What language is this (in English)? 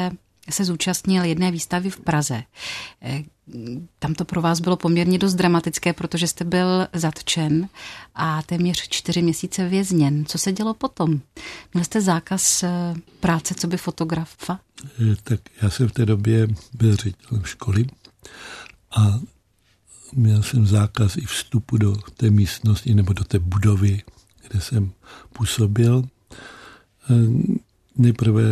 Czech